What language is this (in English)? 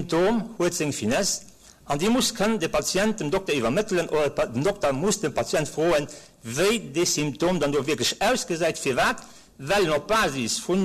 Luxembourgish